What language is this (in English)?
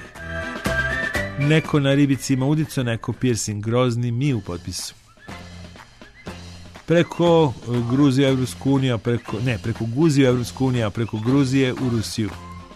Serbian